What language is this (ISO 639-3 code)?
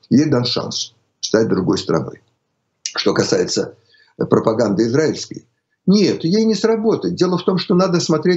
rus